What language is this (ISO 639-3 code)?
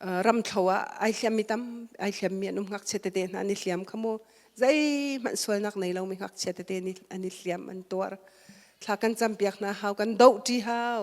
cnh